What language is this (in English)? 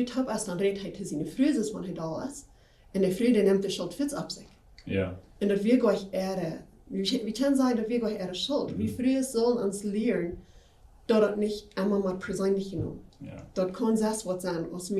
Plautdietsch